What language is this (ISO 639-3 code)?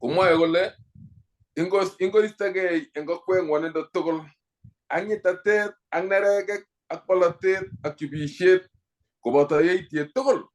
kln